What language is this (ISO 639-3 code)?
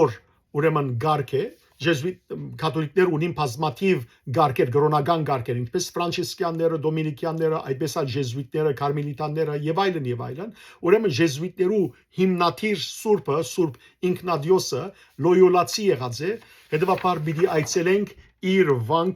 hyw